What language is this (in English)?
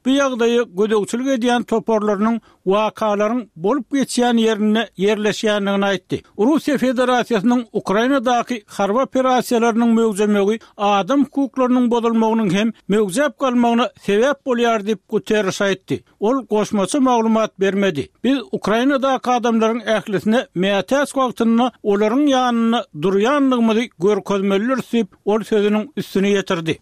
Turkmen